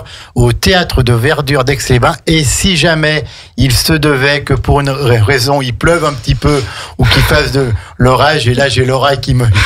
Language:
French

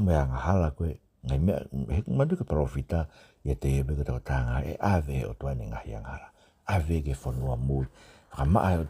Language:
Tongan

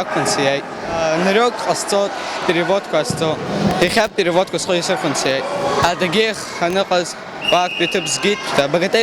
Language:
Abkhazian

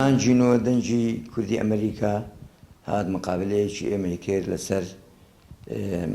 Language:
Central Kurdish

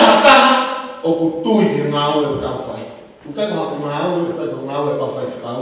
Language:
Tongan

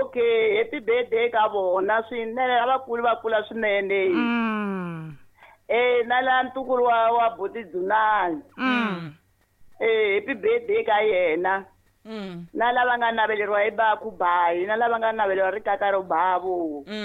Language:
Tsonga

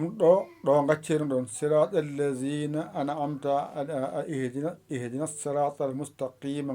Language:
Fula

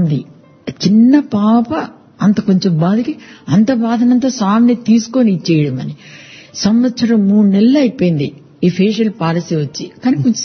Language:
Telugu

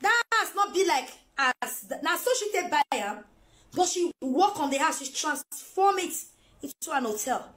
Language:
Nigerian Pidgin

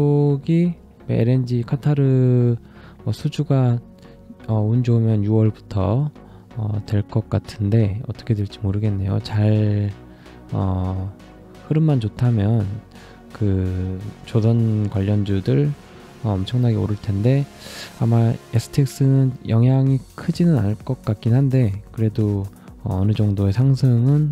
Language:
Korean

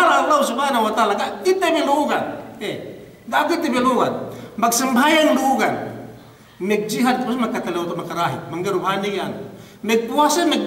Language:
Yakan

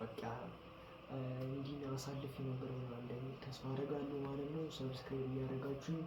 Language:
Amharic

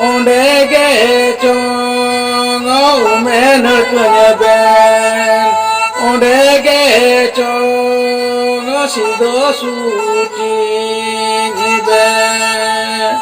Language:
Santali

